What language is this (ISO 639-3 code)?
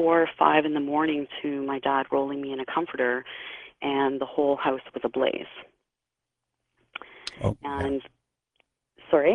eng